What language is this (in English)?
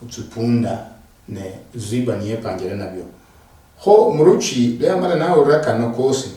Luyia